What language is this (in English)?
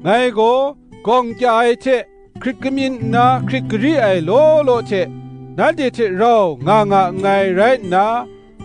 Kachin